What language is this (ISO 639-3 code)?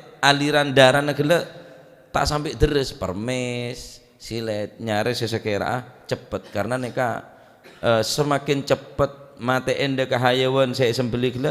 mad